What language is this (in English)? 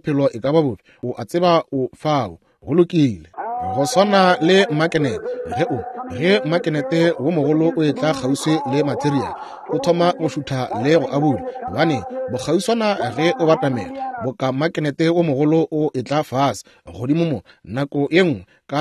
Northern Sotho